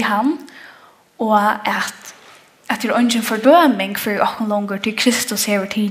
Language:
Faroese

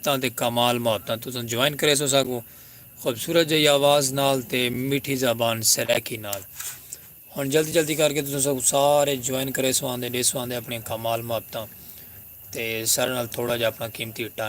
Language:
Saraiki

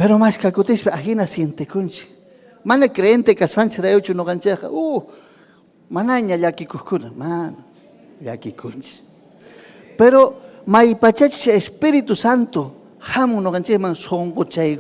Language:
Ayacucho Quechua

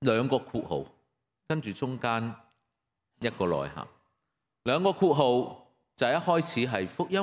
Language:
Cantonese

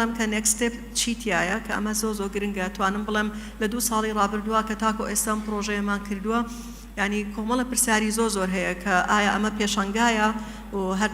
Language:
Central Kurdish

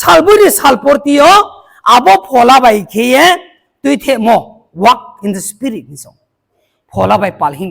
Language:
Riang (India)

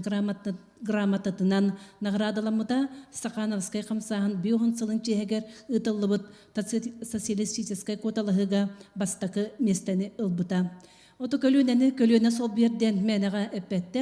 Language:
Yakut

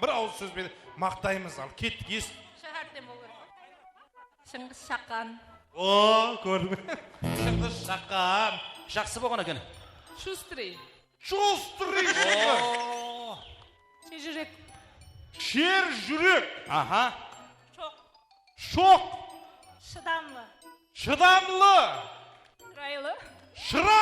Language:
Kara-Kalpak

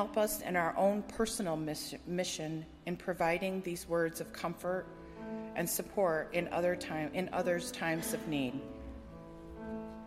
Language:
English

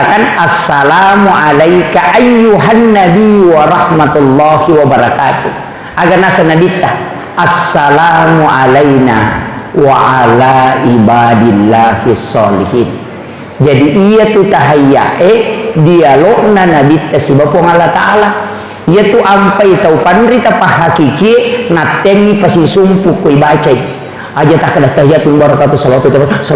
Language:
Buginese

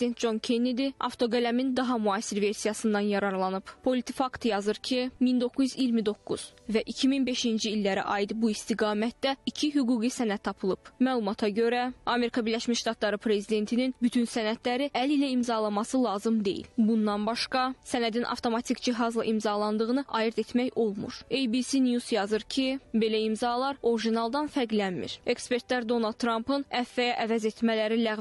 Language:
Azerbaijani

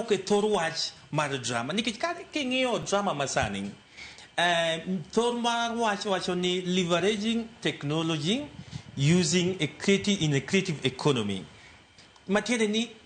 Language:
Luo (Kenya and Tanzania)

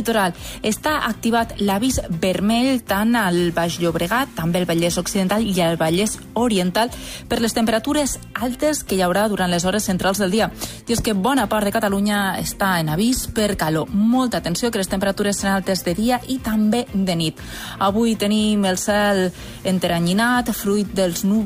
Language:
Catalan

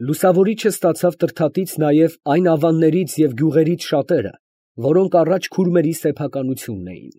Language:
Armenian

